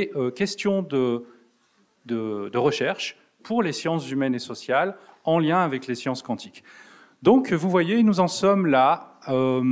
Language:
French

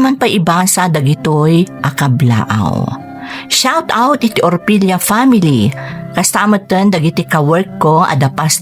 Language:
Iloko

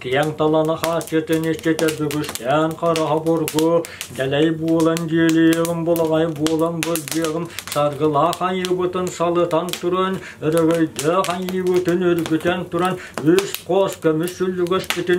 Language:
Yakut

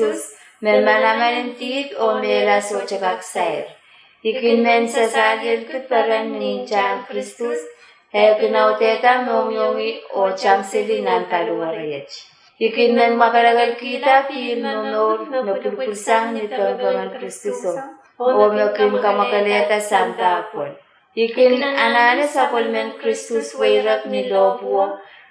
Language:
Pohnpeian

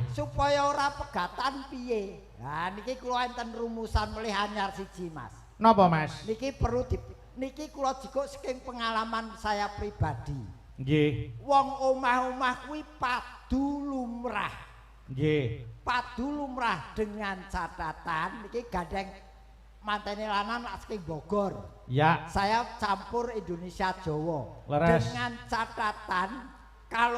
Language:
Javanese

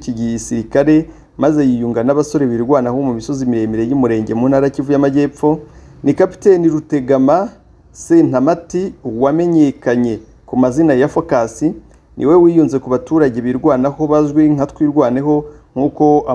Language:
Kinyarwanda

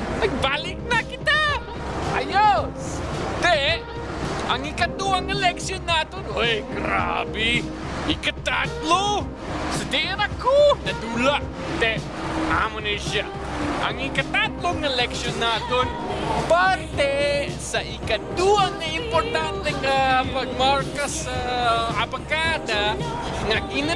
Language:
Hiligaynon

